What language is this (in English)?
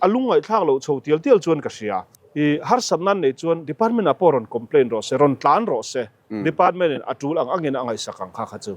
Mizo